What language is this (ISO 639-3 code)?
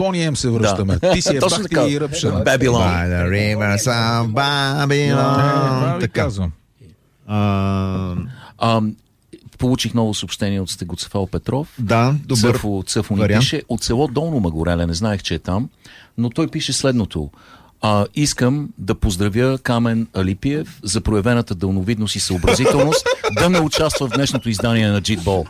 bul